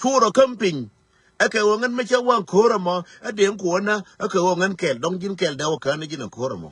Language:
Nuer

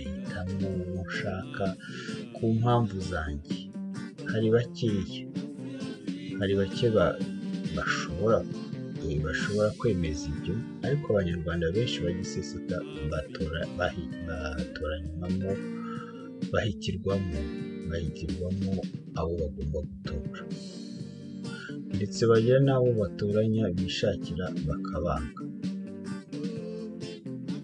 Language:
Kinyarwanda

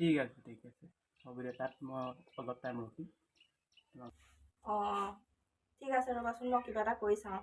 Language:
Assamese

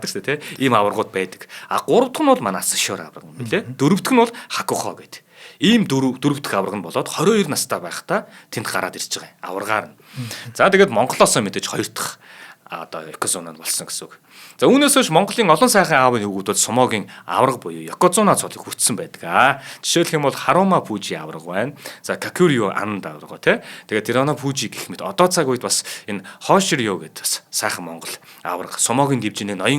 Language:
Mongolian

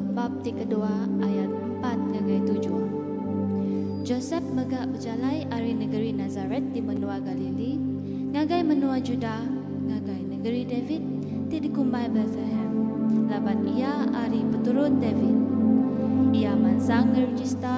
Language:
Iban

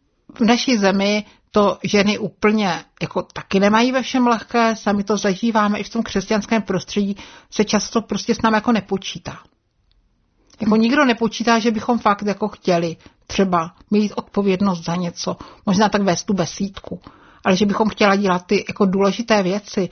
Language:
Czech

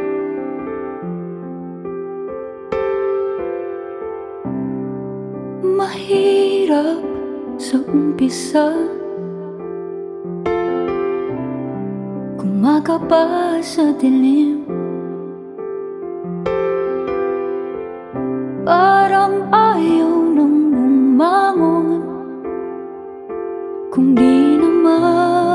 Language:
Filipino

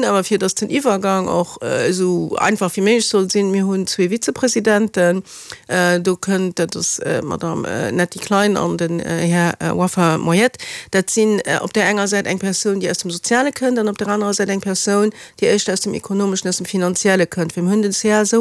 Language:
Luxembourgish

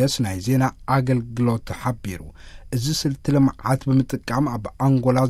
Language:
Tigrinya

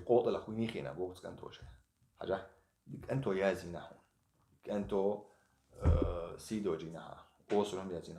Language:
Chechen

